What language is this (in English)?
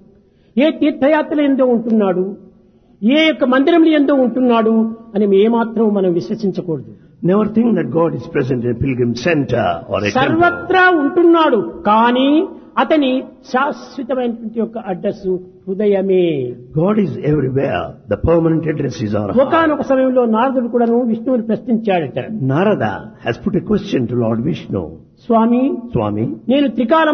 Telugu